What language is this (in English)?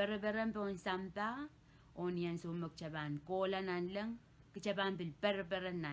Pohnpeian